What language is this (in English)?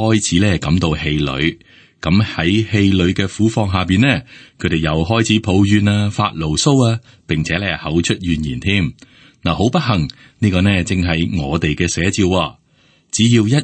Cantonese